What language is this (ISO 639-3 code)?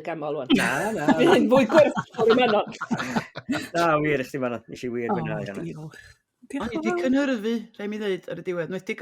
cym